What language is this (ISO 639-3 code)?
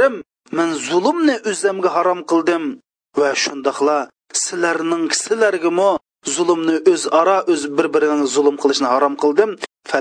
uig